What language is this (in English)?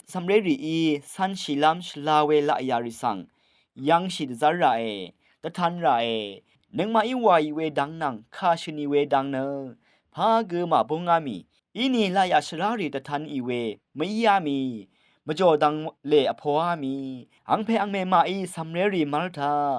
Rawang